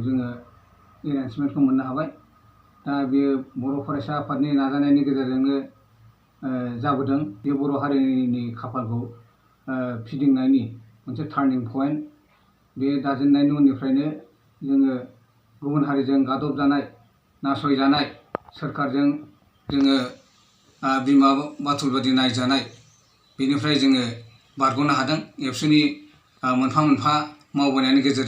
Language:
Bodo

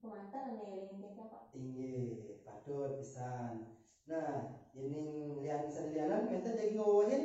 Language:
Balinese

